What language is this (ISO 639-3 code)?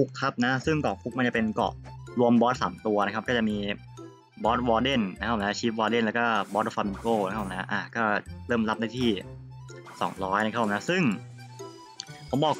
tha